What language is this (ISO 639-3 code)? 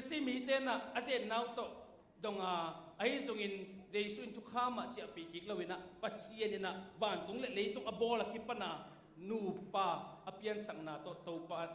ctd